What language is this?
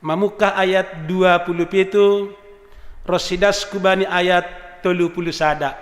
Batak Simalungun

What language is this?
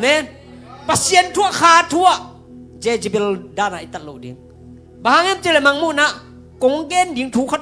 Tedim Chin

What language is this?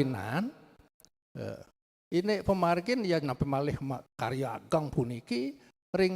Balinese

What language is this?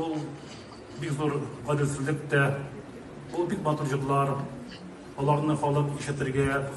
Tatar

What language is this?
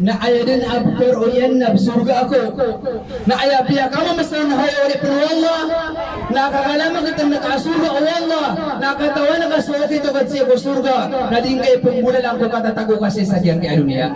Maranao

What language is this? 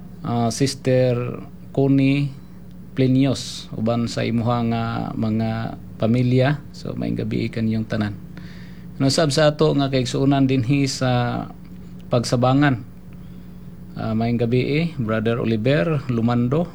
Cebuano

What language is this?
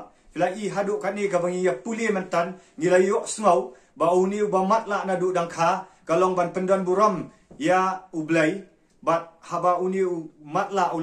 Khasi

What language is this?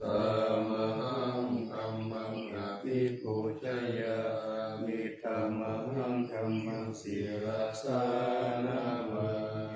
Pali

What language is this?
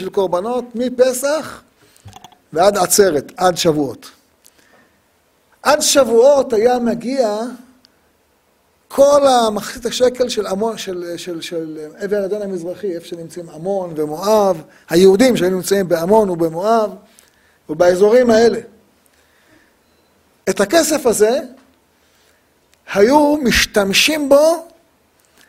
Hebrew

